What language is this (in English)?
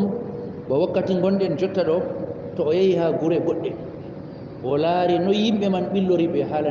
Fula